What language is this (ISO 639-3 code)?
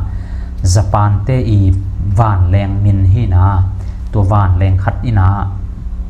ctd